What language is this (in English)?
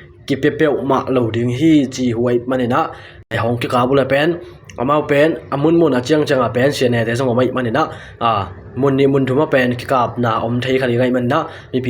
Tedim Chin